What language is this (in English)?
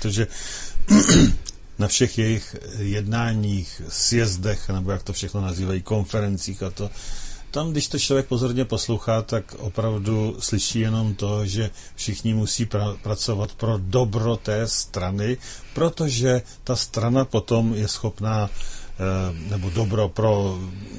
Czech